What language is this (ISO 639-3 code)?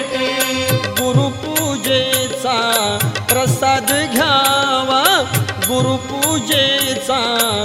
mar